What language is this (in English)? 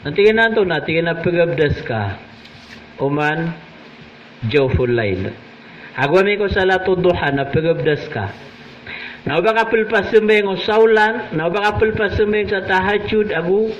Maranao